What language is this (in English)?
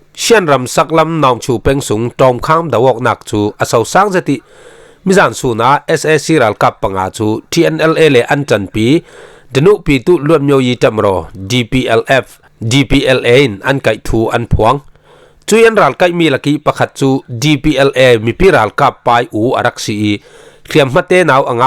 Falam Chin